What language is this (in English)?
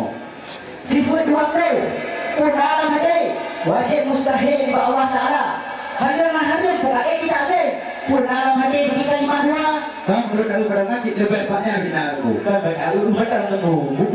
Achinese